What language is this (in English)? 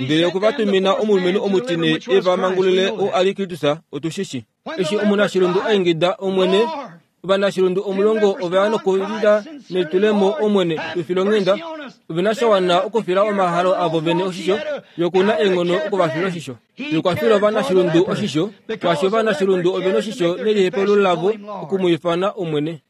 Kuanyama